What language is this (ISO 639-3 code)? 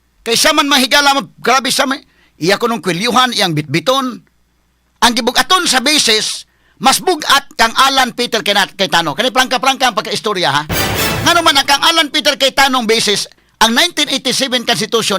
ceb